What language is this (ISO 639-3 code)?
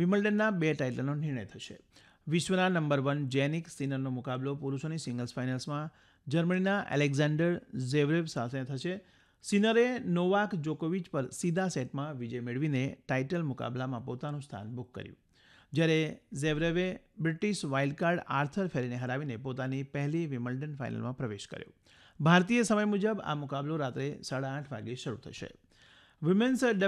guj